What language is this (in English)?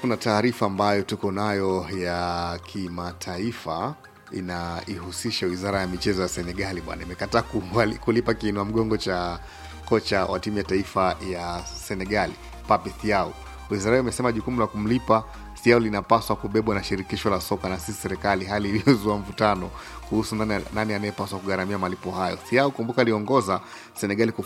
Swahili